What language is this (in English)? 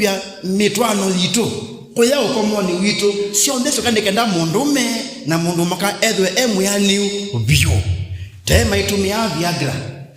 Kamba